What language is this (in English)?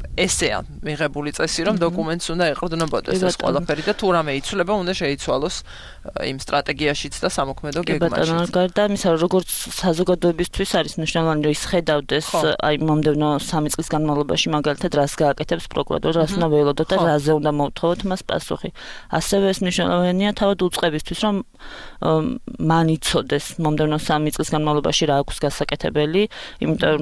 Georgian